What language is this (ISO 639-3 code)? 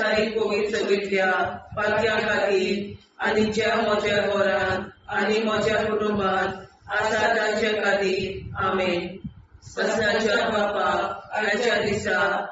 kok